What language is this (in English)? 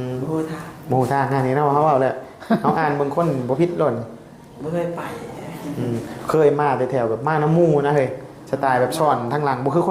Northeastern Thai